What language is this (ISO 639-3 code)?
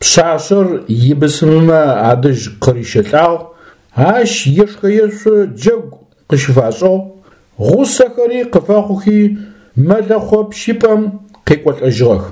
ady